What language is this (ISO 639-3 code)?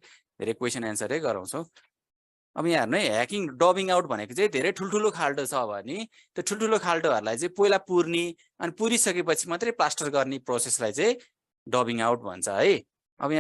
nep